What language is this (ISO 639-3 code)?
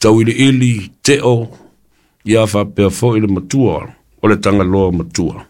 smo